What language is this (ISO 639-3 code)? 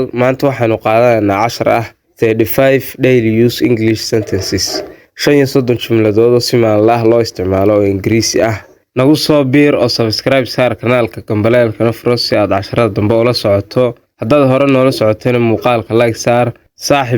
som